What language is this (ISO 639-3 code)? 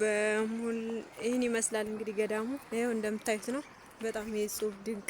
amh